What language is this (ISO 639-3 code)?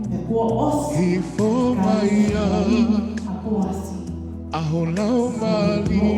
ton